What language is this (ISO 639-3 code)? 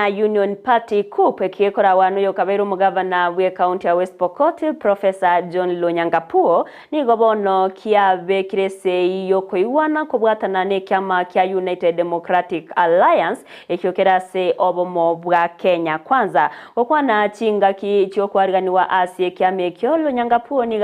guz